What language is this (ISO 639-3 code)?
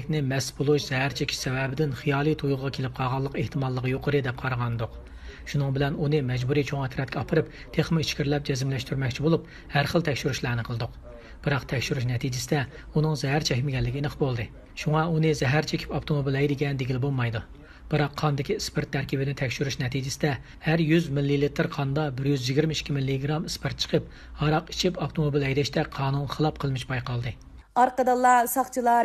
uig